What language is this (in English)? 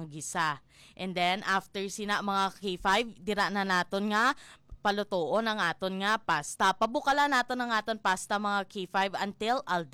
Hiligaynon